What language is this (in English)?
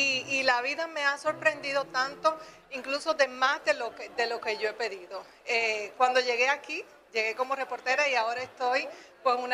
Spanish